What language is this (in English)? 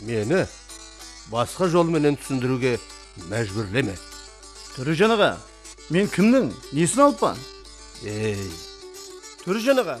Kara-Kalpak